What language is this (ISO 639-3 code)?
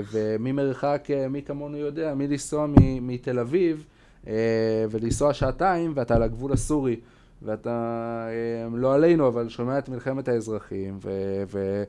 heb